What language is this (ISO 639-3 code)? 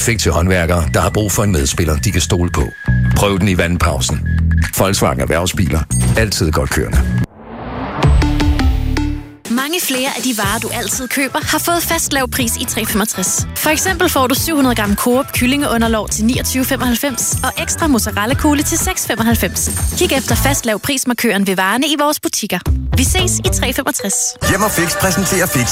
dan